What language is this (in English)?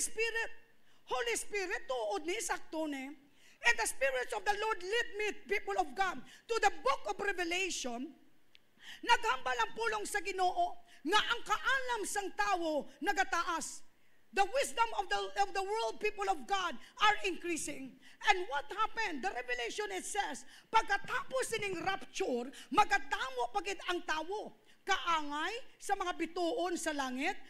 Hiligaynon